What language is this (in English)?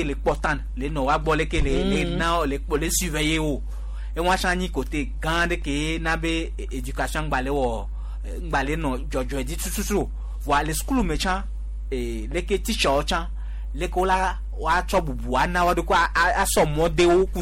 Gen